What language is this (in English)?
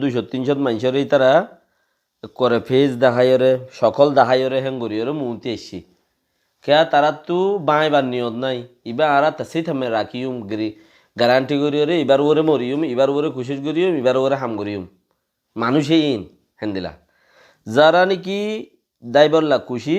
Rohingya